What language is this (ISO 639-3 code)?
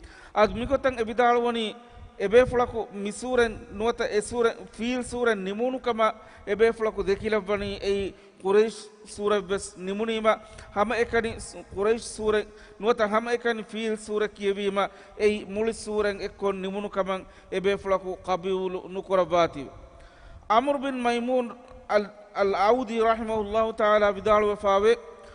div